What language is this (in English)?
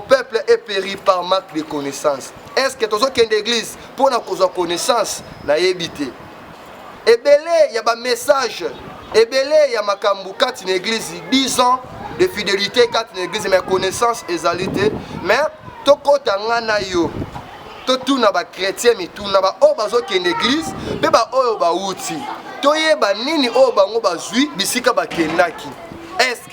Lingala